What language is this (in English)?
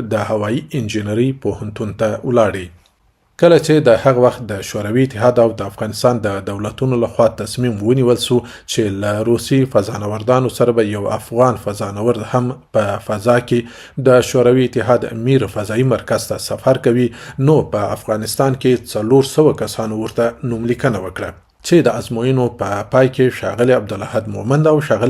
Pashto